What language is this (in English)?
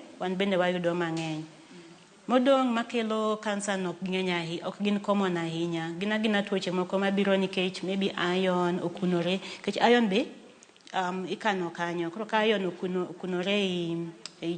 Luo (Kenya and Tanzania)